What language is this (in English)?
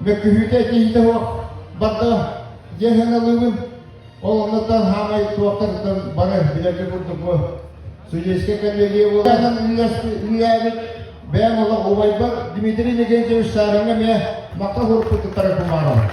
Yakut